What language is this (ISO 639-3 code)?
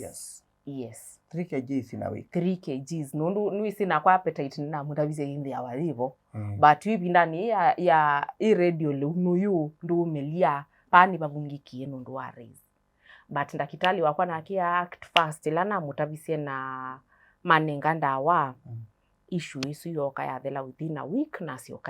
kam